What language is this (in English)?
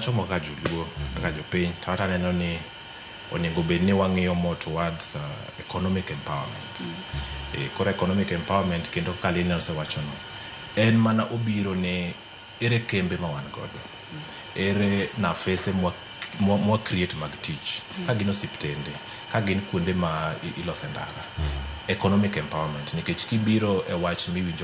Luo (Kenya and Tanzania)